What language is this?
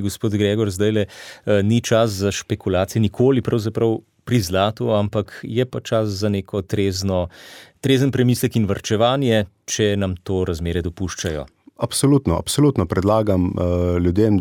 Slovenian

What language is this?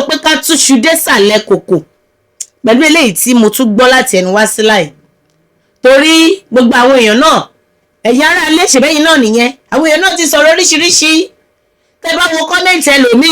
Yoruba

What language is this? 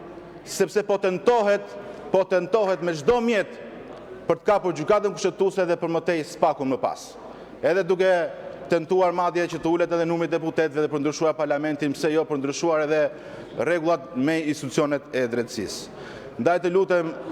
Albanian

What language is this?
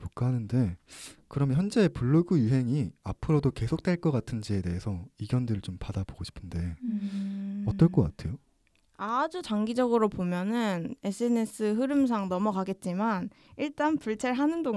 Korean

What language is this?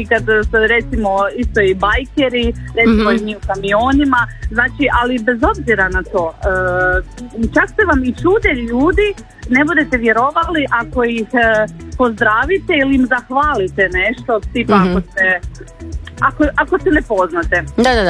Croatian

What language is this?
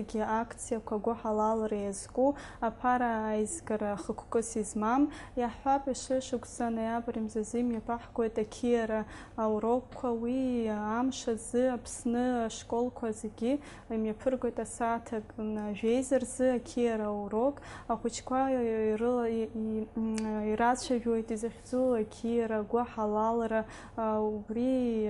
Abkhazian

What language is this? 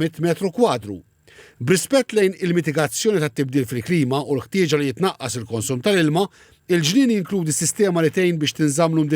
Maltese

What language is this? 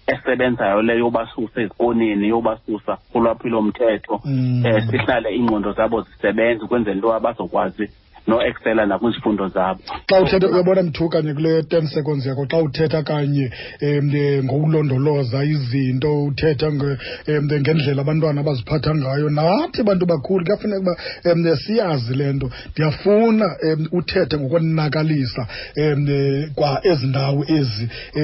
Xhosa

